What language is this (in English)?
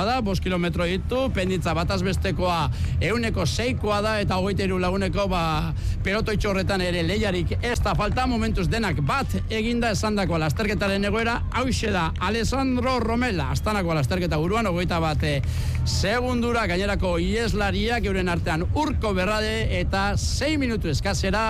Basque